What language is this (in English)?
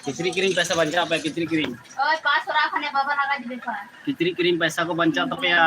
Santali